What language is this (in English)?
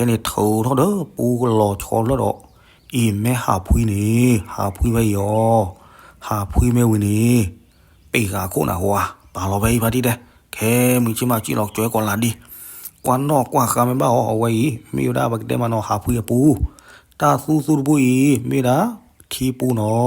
S'gaw Karen